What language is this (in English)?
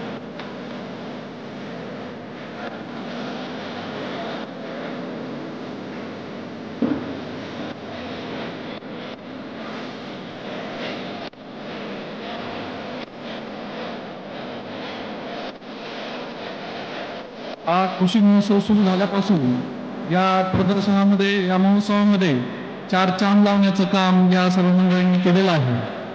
Marathi